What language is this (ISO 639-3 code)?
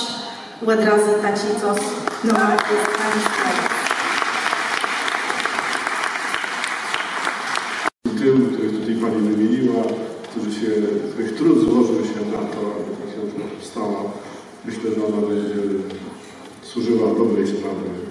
pol